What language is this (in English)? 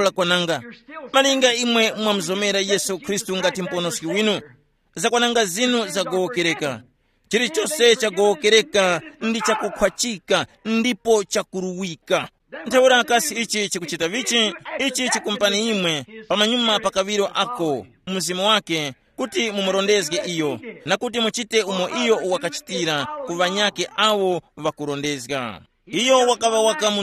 Tumbuka